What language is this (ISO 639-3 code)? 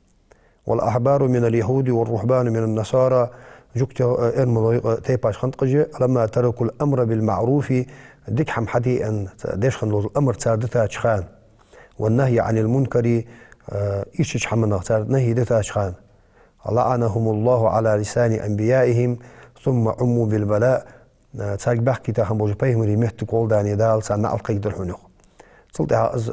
inh